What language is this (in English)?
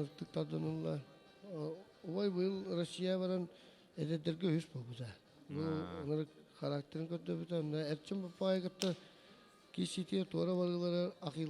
Yakut